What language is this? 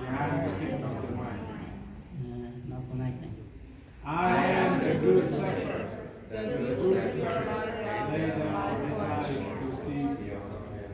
Central Mnong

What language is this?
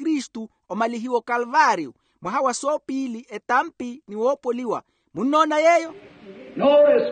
Makhuwa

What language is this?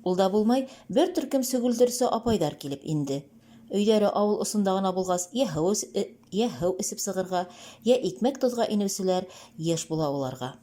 Bashkir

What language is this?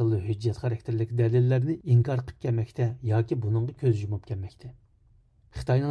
Uyghur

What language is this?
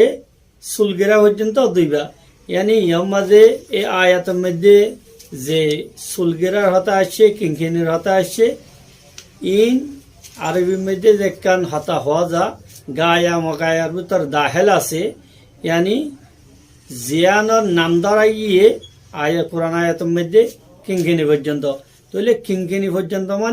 Rohingya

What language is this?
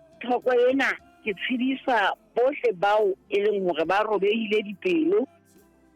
Southern Sotho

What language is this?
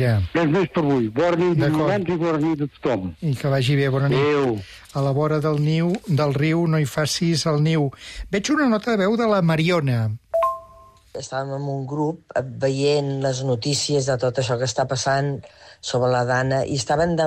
Catalan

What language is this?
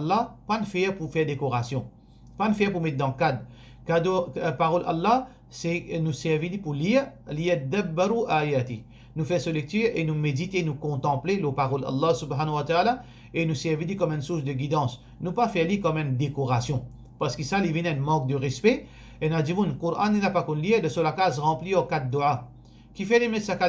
Morisyen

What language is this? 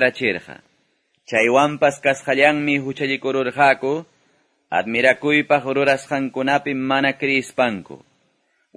Quechua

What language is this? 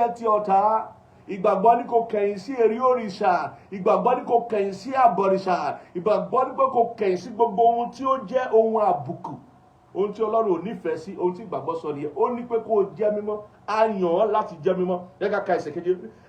Yoruba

